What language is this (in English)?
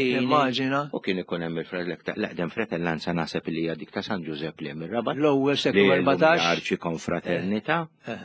Maltese